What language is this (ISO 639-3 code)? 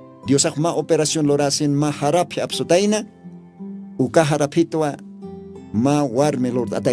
aym